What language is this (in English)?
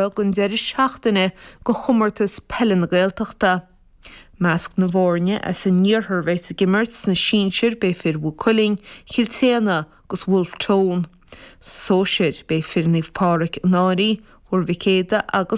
Irish